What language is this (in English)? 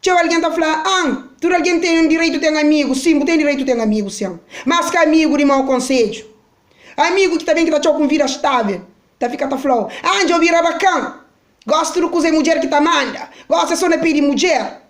Kabuverdianu